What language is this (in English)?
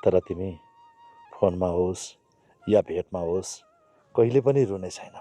Nepali